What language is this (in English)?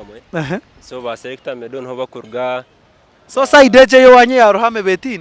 Nyankole